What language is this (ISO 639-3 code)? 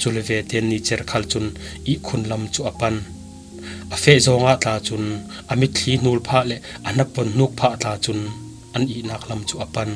cfm